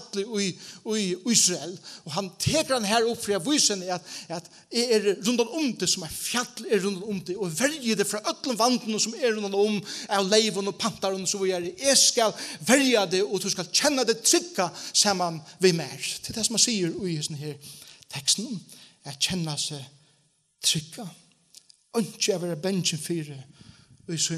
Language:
Faroese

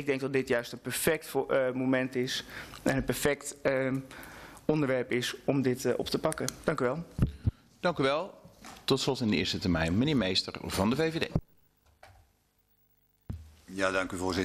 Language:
Dutch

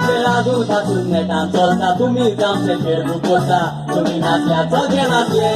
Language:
Konkani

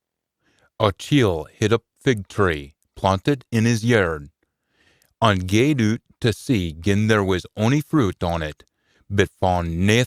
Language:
Scots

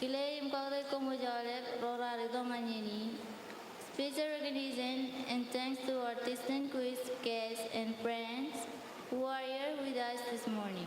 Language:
Marshallese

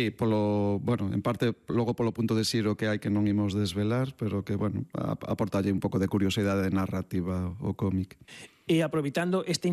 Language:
Galician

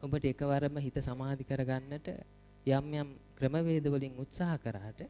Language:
Sinhala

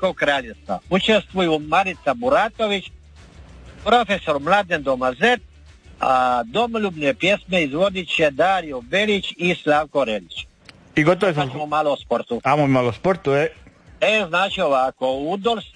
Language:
Croatian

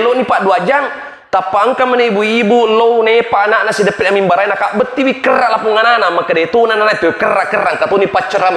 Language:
Buginese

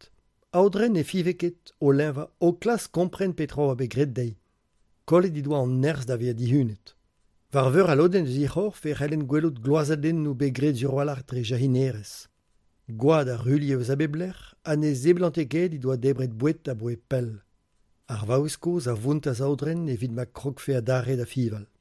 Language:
Breton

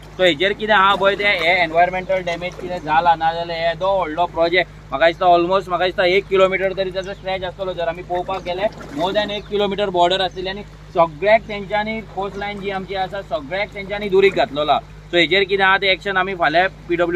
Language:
Konkani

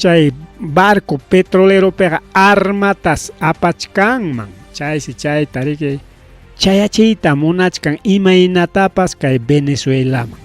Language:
Ayacucho Quechua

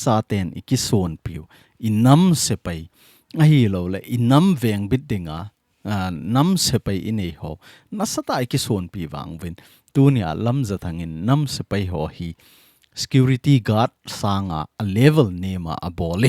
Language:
Thado Chin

